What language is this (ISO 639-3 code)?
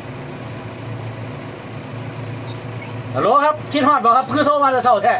lao